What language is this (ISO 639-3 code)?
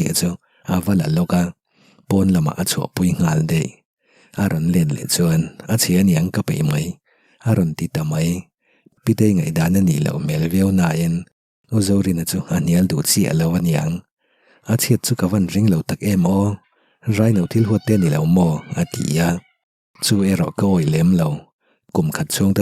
lus